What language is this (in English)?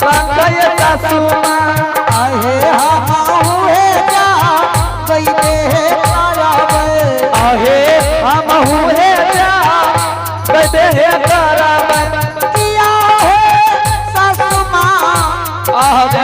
Angika